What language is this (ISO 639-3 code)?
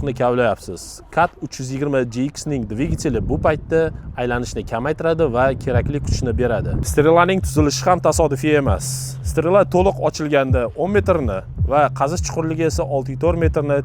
uzb